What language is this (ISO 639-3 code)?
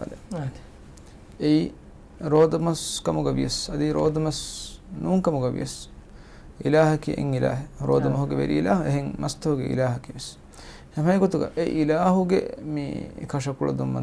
div